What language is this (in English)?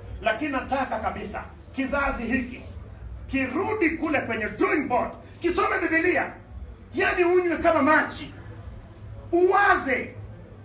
Swahili